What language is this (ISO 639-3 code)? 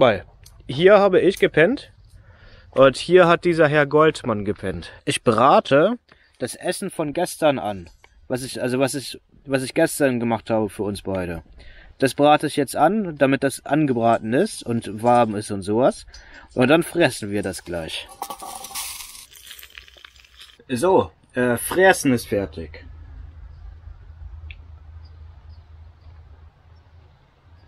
deu